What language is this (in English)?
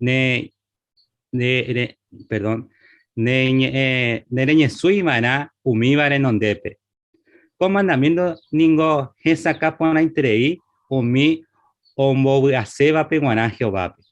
Guarani